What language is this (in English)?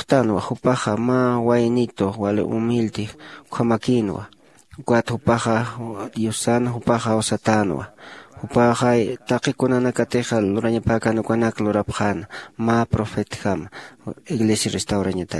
Aymara